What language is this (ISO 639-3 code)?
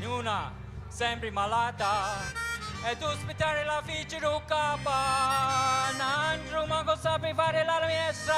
scn